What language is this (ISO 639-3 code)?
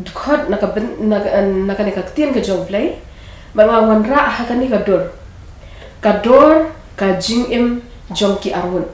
kha